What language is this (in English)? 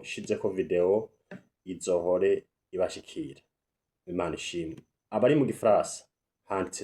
Rundi